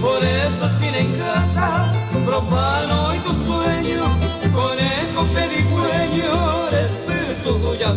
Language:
Guarani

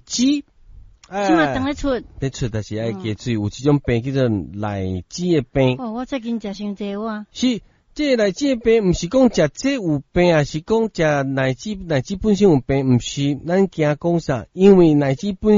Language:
Min Nan Chinese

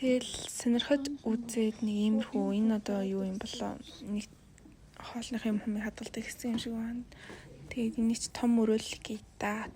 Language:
Mongolian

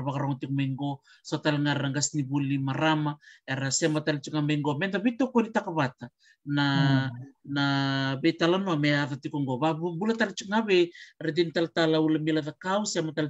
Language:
Fijian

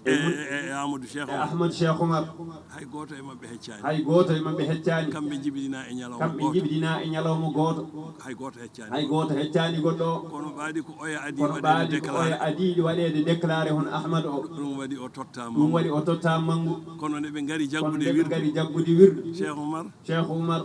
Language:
Fula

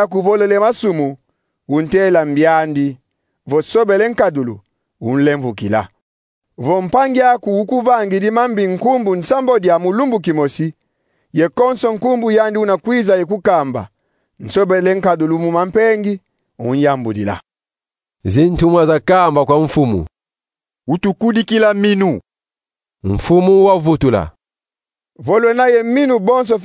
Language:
Kongo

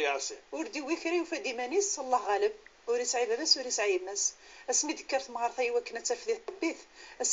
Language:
Kabyle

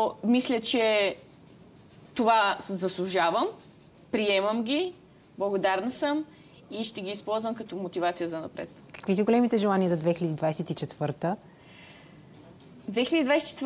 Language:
Bulgarian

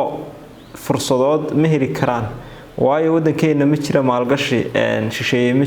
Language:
Somali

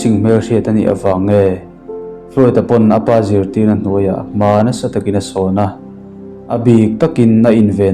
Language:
Mizo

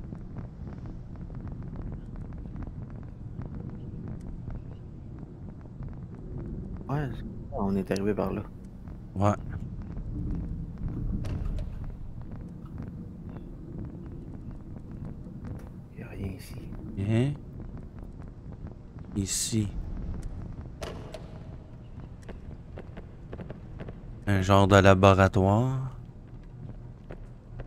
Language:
French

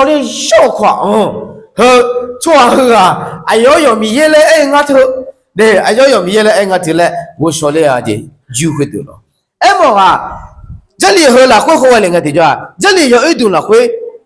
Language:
Akha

